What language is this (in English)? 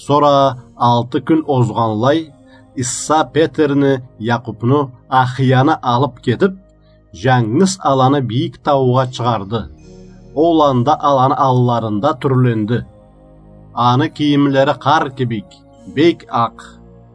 Karachay-Balkar